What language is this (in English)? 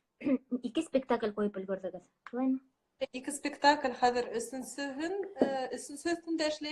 Bashkir